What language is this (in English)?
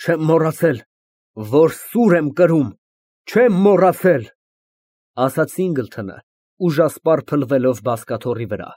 Armenian